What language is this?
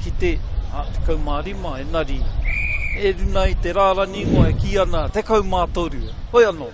Māori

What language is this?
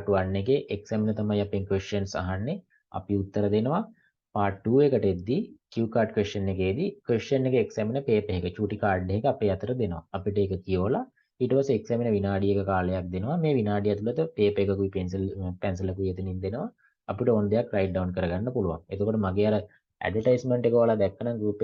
Sinhala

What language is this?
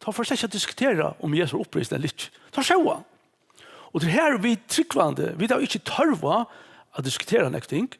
Faroese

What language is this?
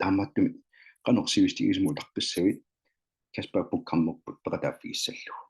Kalaallisut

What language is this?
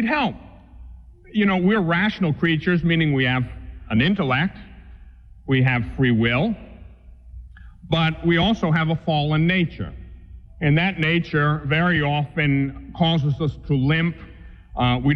English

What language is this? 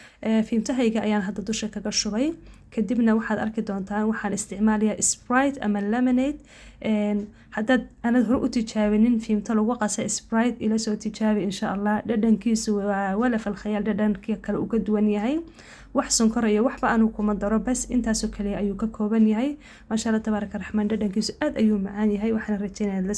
Somali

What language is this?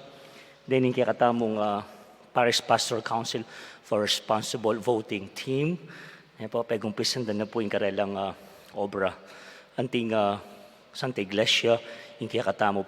Pampanga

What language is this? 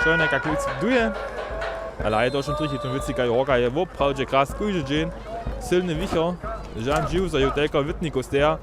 Upper Sorbian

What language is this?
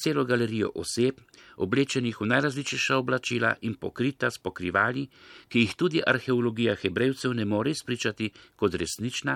Slovenian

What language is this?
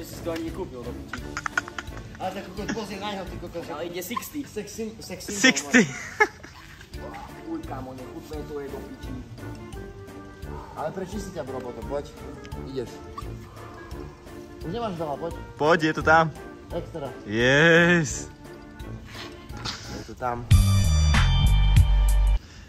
Slovak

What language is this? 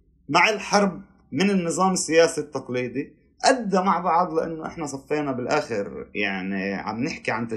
North Levantine Arabic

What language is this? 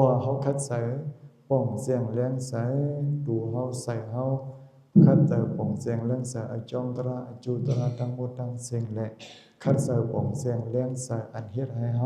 Shan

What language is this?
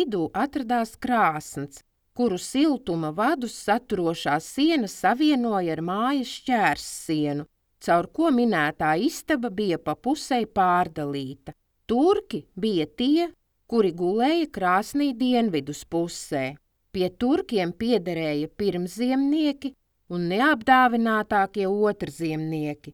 Latvian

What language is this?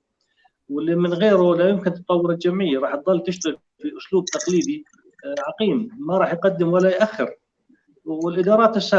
North Levantine Arabic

